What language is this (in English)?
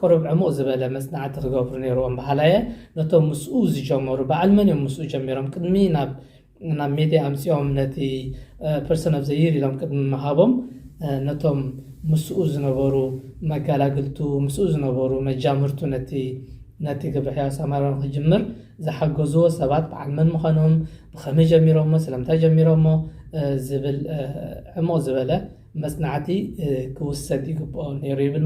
Tigrinya